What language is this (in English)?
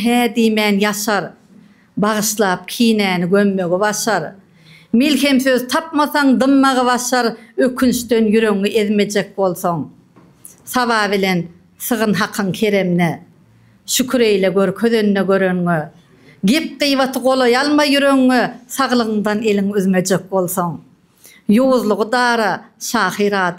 Turkmen